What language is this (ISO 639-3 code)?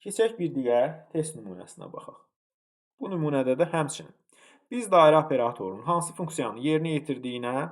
aze